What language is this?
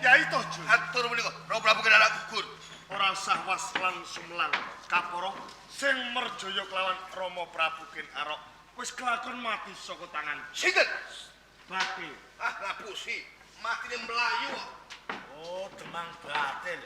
Javanese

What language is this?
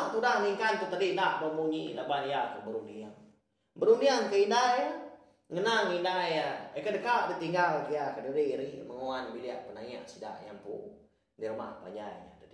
Iban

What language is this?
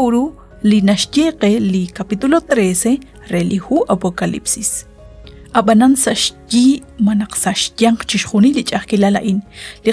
Kekchí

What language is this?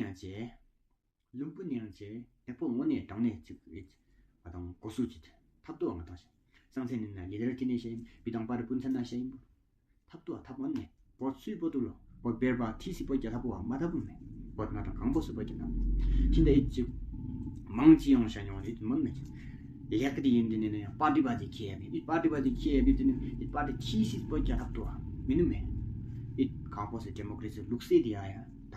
Tawang Monpa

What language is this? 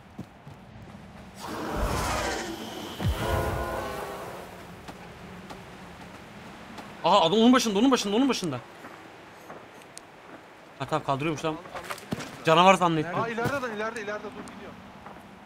Turkish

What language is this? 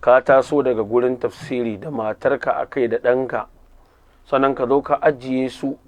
Hausa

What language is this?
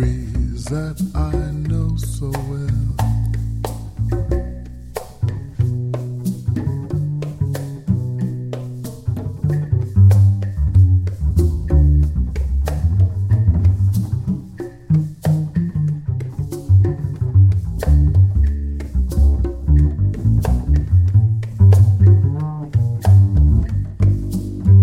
French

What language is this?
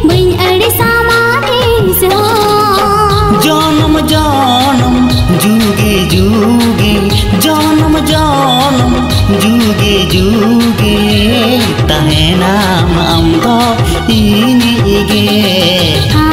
Santali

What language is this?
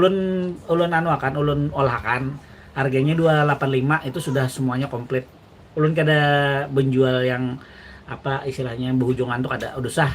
Banjar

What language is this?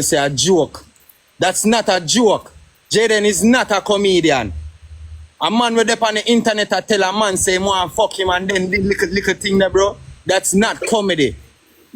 Jamaican Creole English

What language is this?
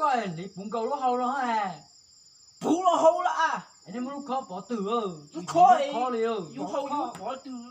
Hmong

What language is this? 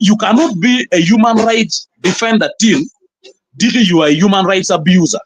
Acoli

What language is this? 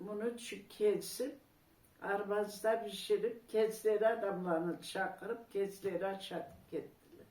Karachay-Balkar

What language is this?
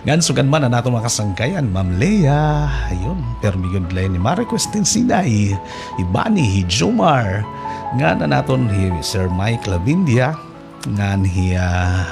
Waray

